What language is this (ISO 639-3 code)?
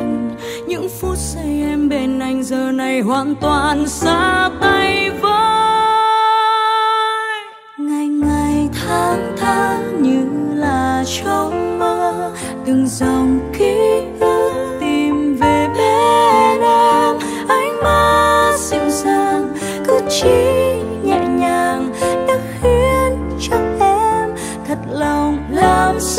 vie